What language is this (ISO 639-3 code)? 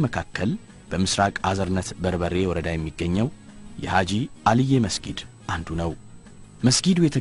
amh